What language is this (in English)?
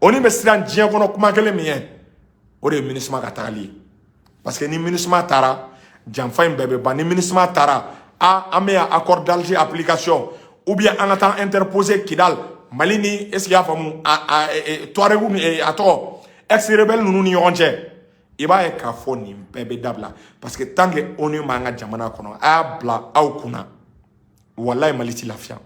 Bambara